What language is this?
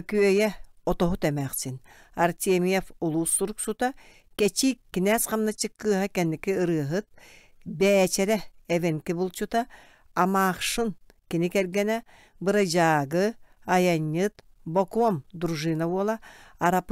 Yakut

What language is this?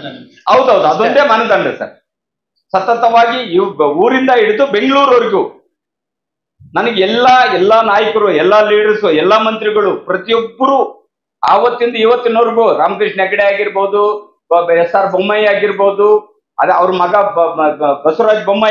Kannada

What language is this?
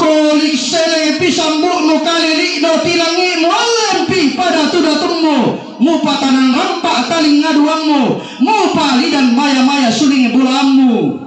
Toraja-Sa'dan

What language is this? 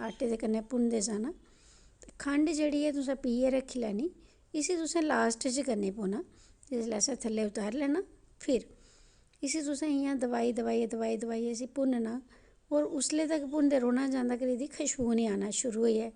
Dogri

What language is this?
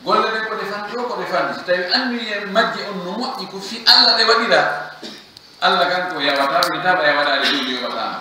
Pular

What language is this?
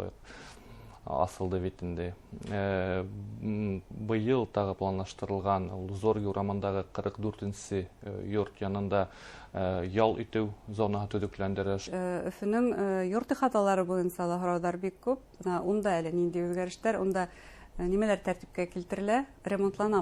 Bashkir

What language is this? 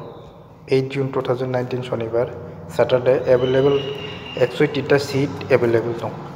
Kok Borok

